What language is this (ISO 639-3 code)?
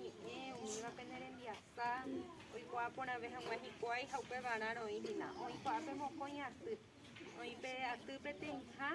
grn